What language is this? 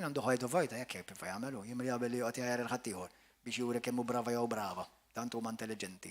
Maltese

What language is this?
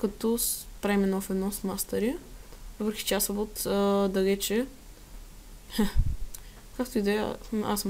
Bulgarian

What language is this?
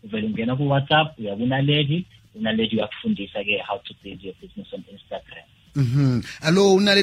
South Ndebele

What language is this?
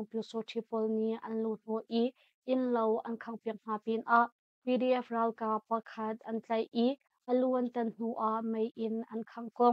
Hakha Chin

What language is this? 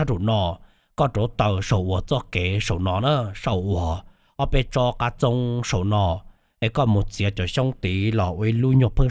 Hmong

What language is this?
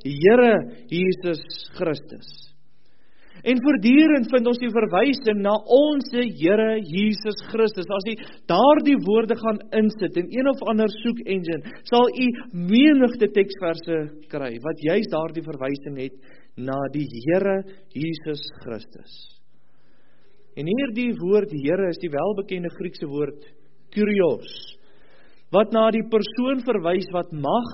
Afrikaans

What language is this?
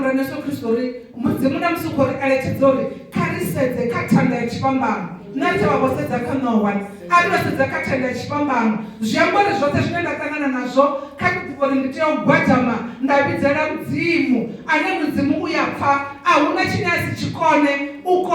Venda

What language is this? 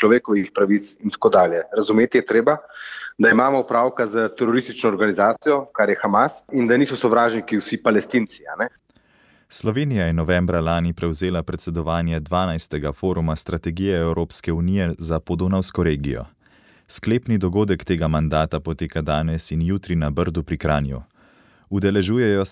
Slovenian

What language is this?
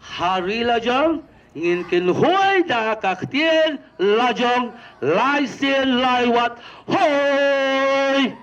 Khasi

